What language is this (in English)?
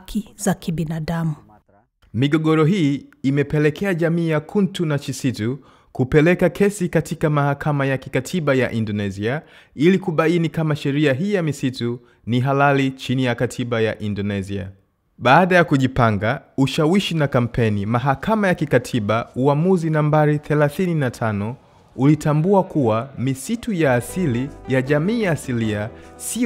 Swahili